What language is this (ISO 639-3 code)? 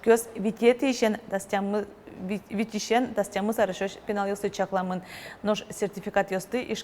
udm